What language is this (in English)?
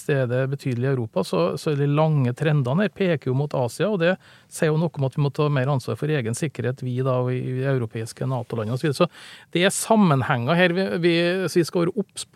Norwegian